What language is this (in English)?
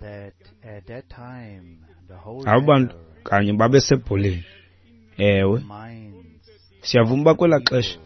Xhosa